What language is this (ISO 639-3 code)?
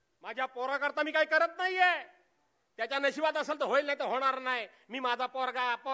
mar